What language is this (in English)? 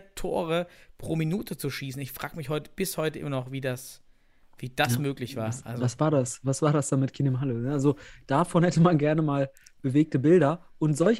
German